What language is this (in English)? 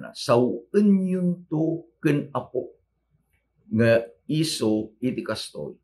Iloko